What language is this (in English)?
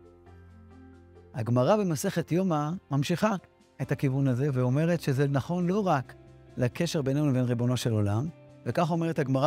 Hebrew